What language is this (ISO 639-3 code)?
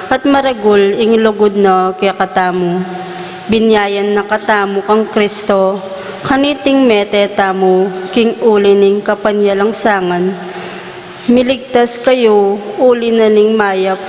pam